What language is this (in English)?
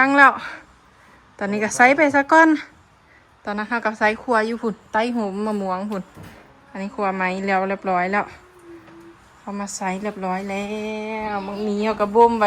Lao